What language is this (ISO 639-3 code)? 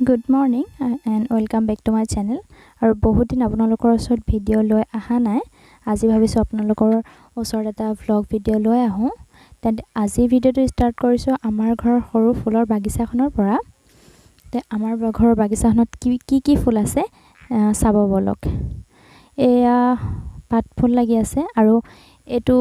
asm